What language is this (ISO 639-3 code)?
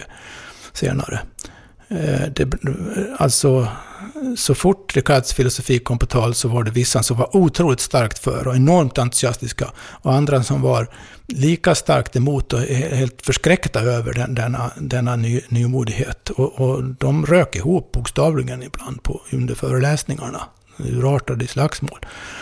swe